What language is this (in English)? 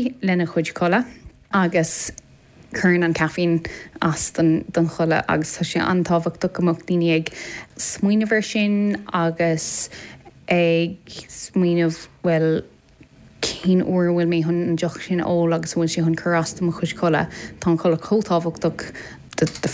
Irish